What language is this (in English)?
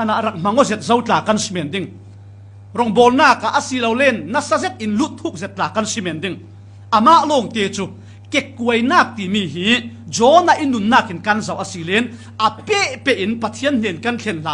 Falam Chin